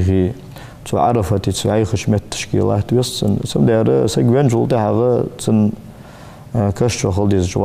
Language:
Ingush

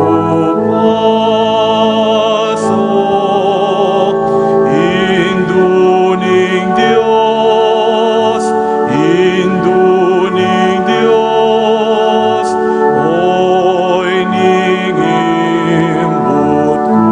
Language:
Pampanga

